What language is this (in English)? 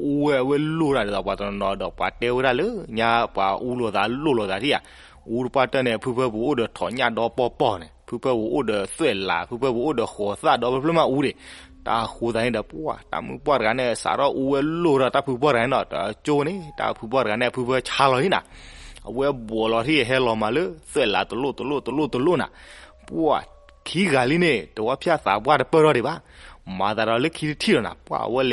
S'gaw Karen